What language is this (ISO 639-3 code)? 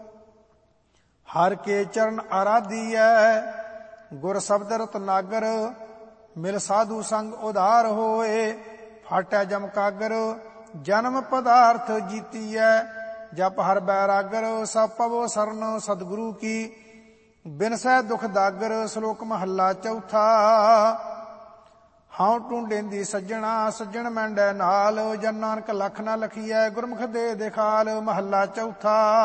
pan